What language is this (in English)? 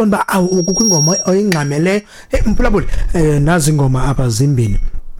Xhosa